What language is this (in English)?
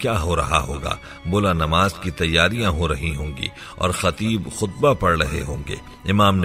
Urdu